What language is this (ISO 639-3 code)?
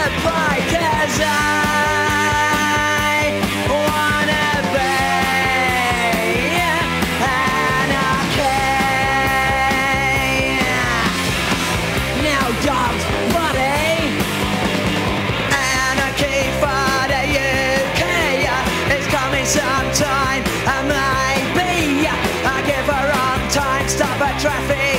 eng